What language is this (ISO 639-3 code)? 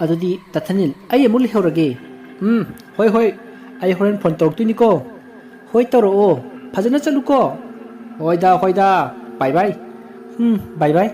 mni